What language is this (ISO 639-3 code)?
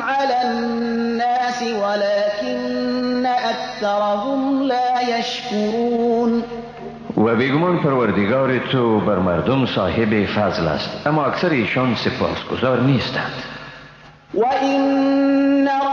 fas